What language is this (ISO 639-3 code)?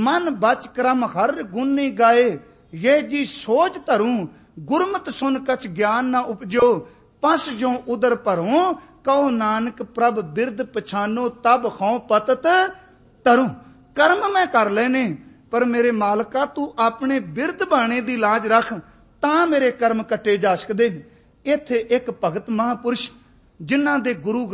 pan